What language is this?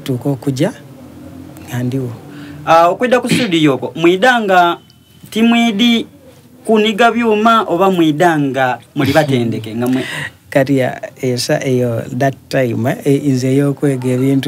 Soga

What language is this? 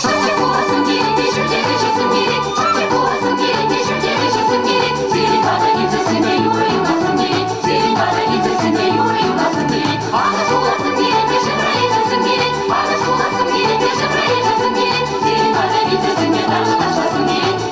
Chuvash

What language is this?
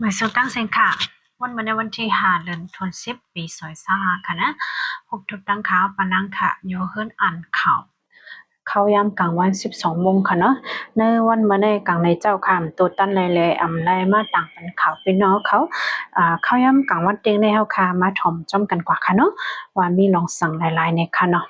Shan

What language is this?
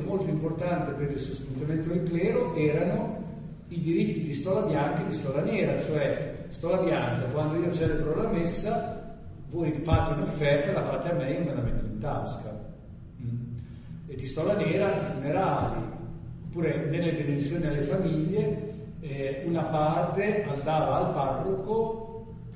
Italian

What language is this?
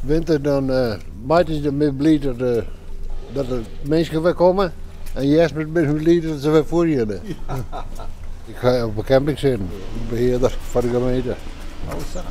Western Frisian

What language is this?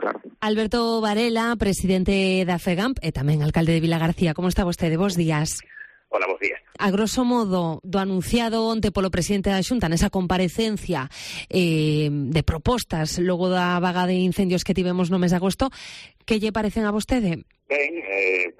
Galician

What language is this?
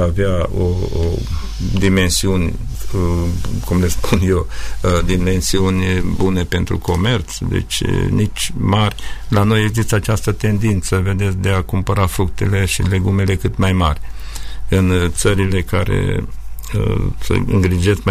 Romanian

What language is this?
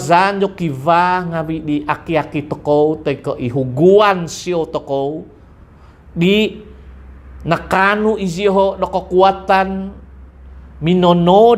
Central Dusun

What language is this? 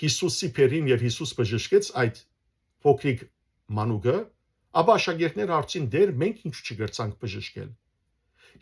Western Armenian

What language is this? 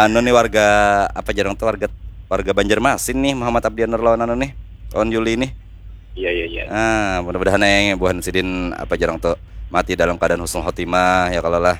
Banjar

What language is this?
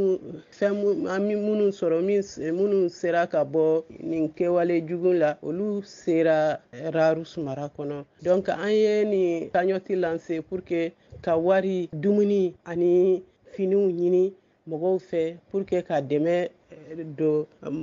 Bambara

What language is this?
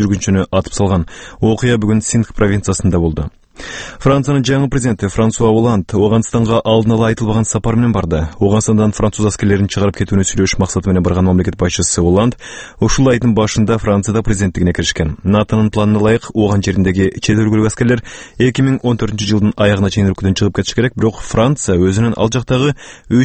Kyrgyz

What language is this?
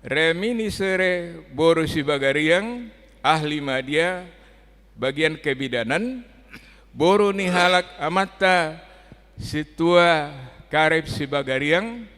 Batak Toba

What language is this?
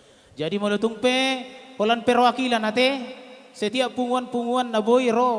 Batak Toba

